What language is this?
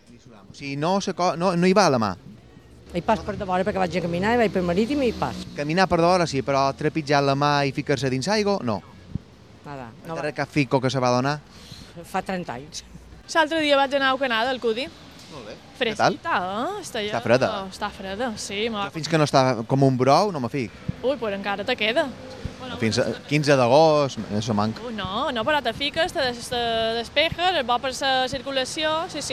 Catalan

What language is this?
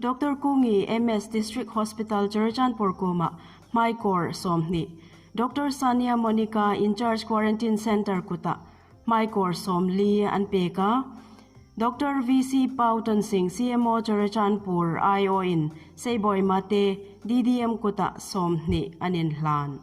Hmar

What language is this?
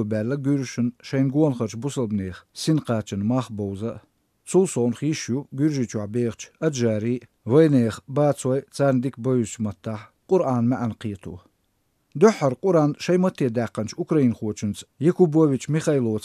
Chechen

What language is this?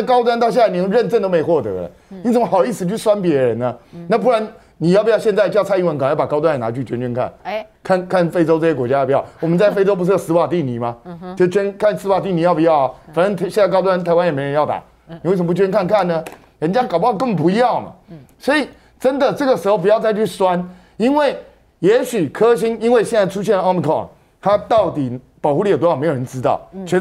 Chinese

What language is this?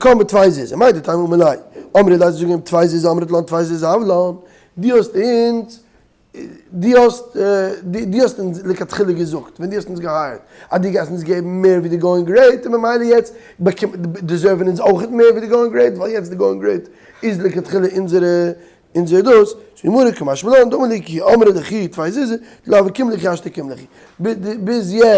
Yiddish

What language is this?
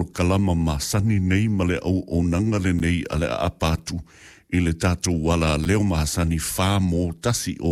Samoan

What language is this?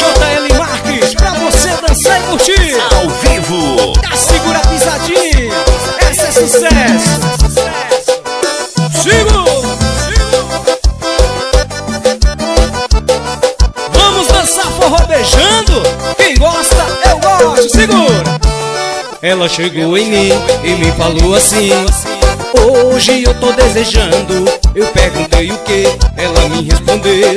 Portuguese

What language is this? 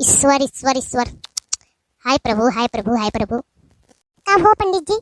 Awadhi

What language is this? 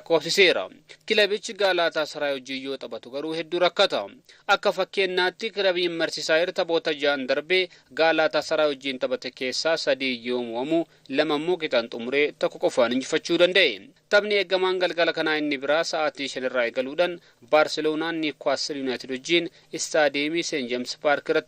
Oromo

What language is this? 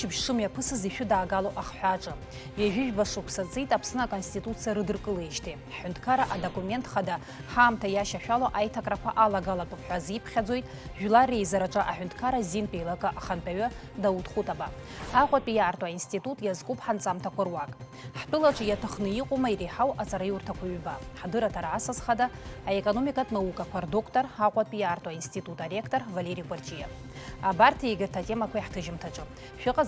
Abkhazian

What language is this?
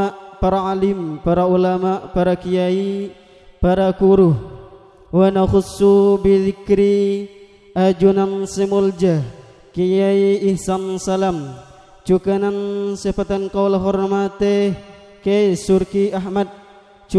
Madurese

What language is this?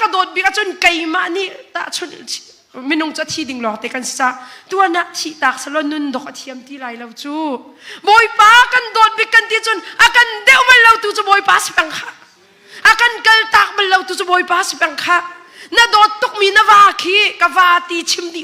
Hakha Chin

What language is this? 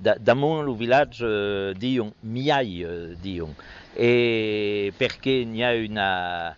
Occitan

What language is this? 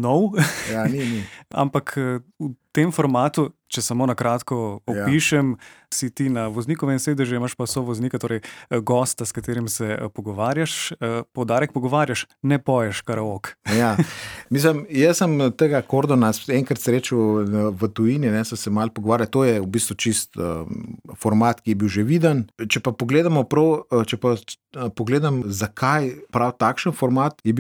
Slovenian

